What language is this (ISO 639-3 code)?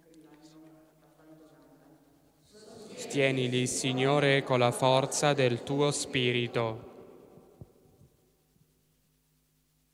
ita